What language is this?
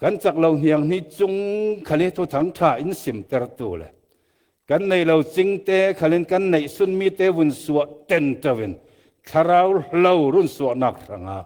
Falam Chin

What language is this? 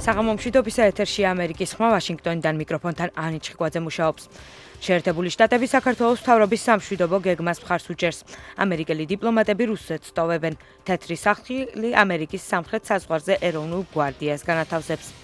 Georgian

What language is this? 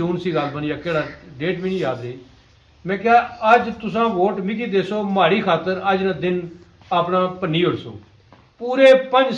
Pahari-Potwari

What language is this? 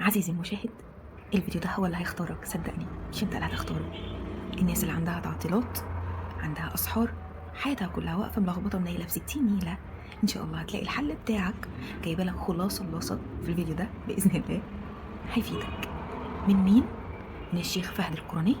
Egyptian Arabic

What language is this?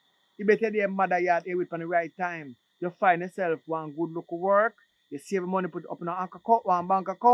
Jamaican Creole English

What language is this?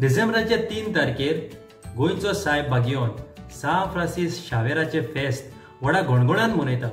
Konkani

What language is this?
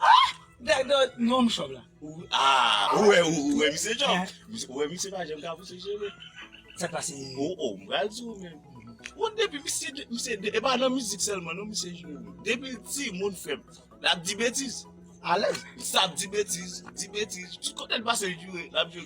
Haitian Creole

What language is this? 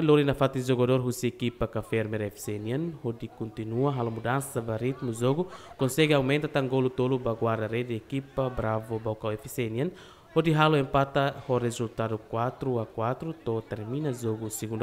Tetum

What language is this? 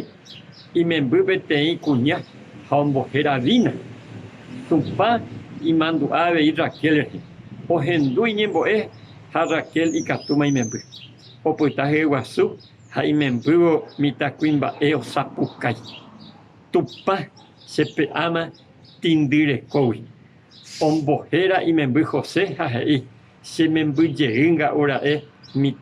Guarani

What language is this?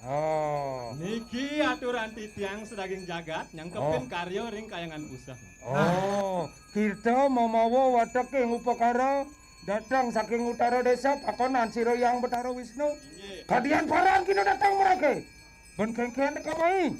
Balinese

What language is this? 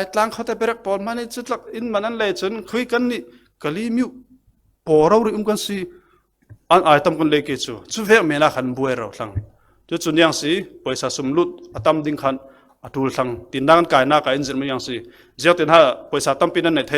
Falam Chin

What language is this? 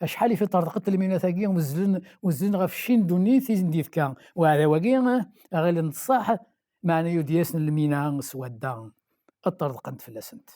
Kabyle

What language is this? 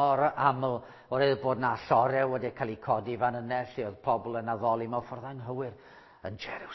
Welsh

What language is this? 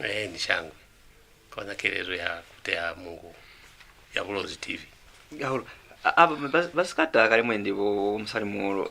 Lozi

